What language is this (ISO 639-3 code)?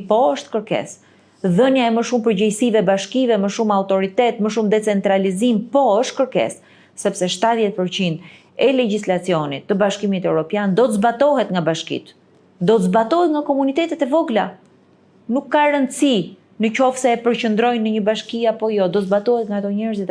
sqi